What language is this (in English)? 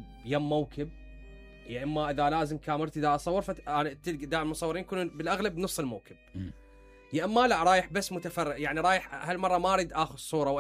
Mesopotamian Arabic